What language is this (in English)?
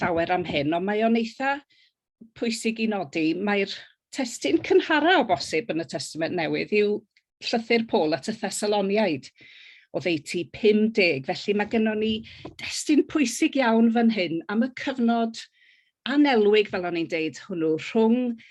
Welsh